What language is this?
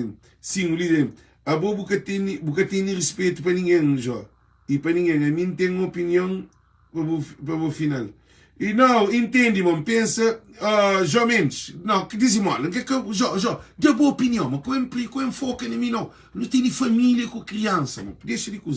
Kabuverdianu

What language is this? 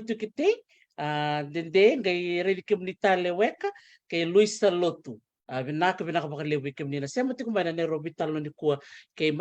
Fijian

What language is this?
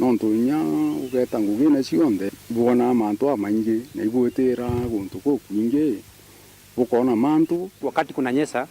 Meru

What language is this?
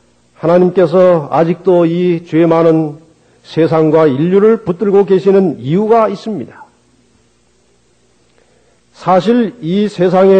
Korean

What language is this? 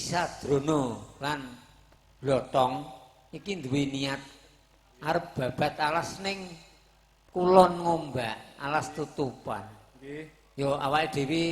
Javanese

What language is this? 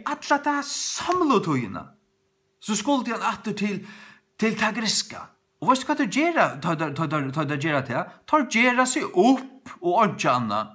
Faroese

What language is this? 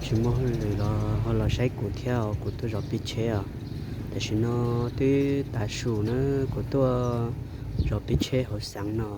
Hmong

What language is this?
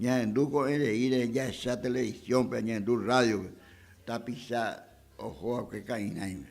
Guarani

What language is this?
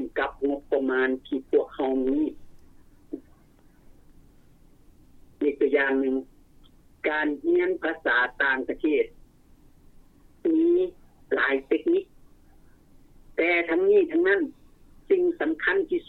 Lao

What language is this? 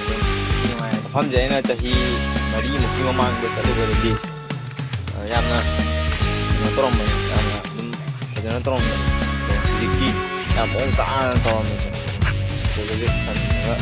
Manipuri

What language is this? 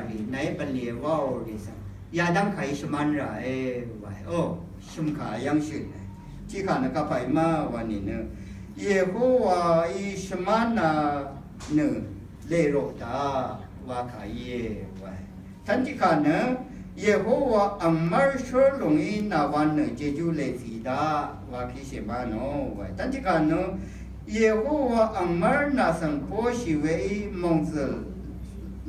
Rawang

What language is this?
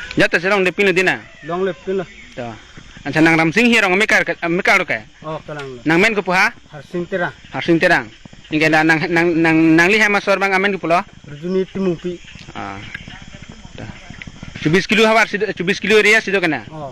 Karbi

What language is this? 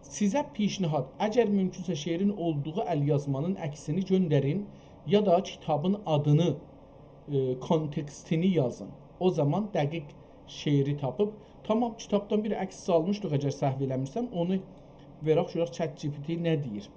South Azerbaijani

